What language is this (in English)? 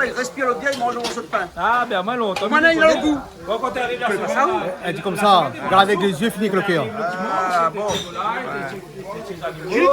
Réunion Creole French